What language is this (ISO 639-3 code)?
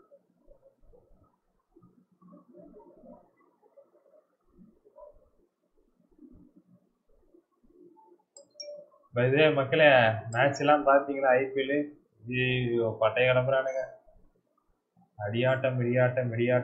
tam